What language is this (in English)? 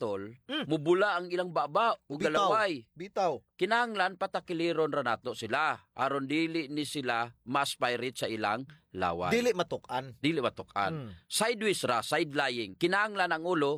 Cebuano